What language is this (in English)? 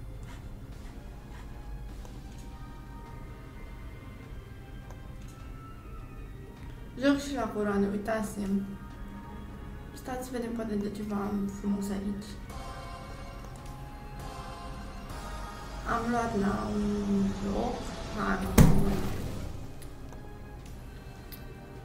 Romanian